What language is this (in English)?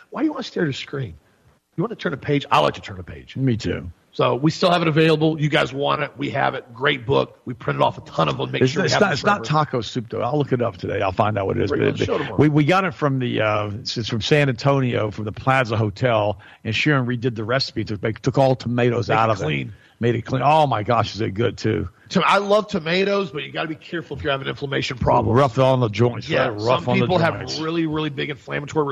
English